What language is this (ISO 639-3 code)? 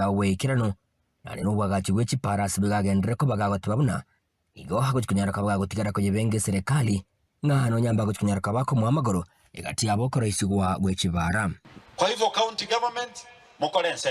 guz